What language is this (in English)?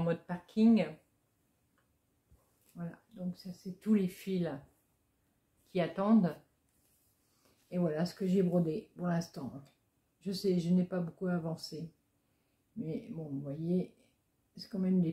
French